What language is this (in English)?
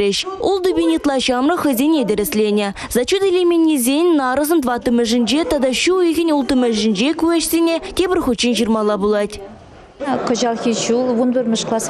Chuvash